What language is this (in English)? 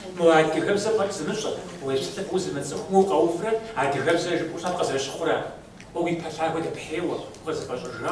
Kabardian